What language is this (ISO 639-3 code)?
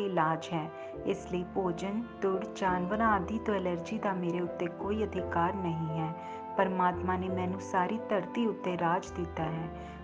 pan